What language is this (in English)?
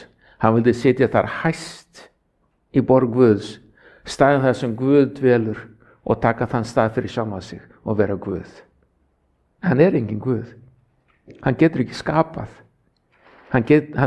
Icelandic